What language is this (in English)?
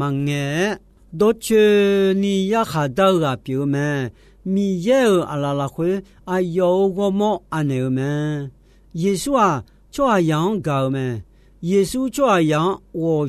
Akha